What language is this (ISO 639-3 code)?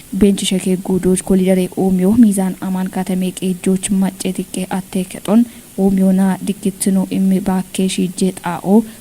kbr